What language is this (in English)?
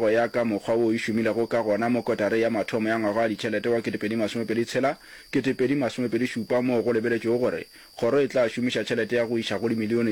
Northern Sotho